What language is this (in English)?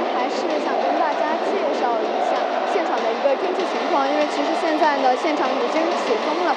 Chinese